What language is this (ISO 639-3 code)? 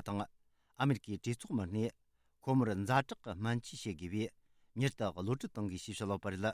bod